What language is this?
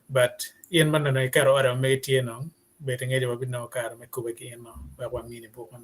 Acoli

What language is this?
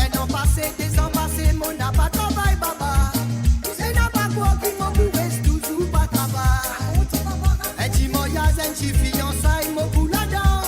Morisyen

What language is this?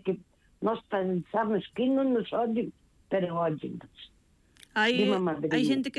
Galician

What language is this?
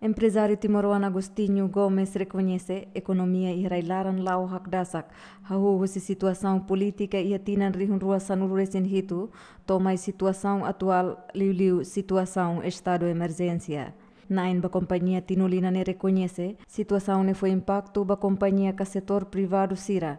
Tetum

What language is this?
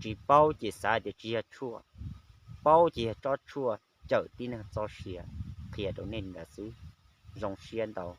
Hmong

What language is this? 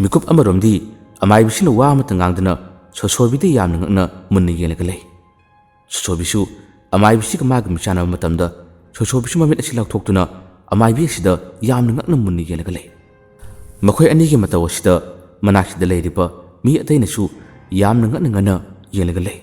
Manipuri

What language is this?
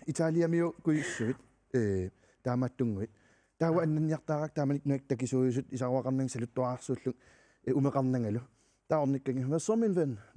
Kalaallisut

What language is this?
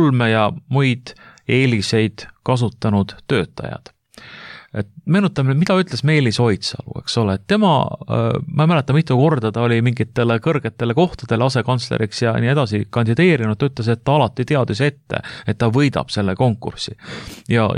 Estonian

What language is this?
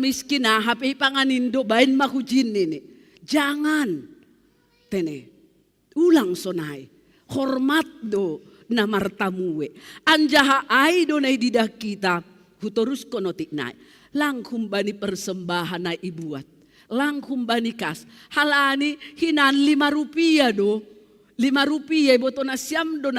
Batak Simalungun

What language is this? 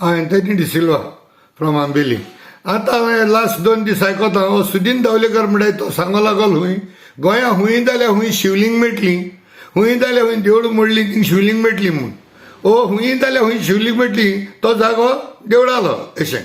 Konkani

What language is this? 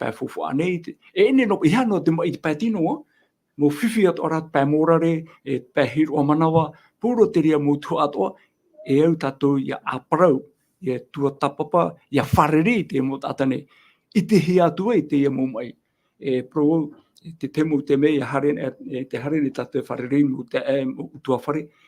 Tahitian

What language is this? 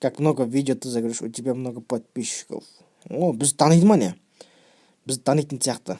Kazakh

